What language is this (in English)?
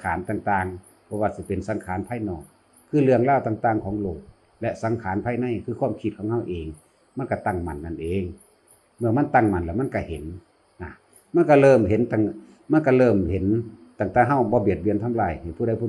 Northeastern Thai